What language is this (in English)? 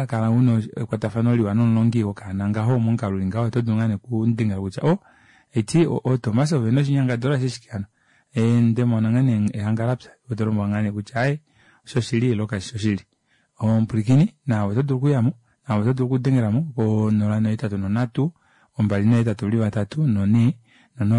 Kuanyama